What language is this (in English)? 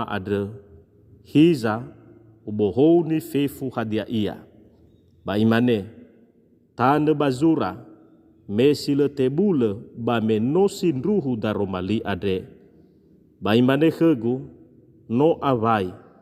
Nias